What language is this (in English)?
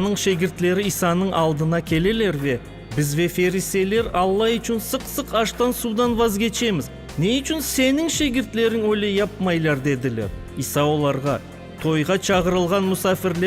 Crimean Tatar